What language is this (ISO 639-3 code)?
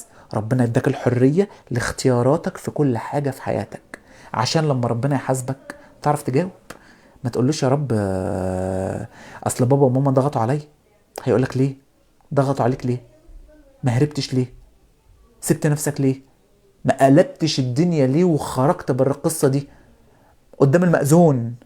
arz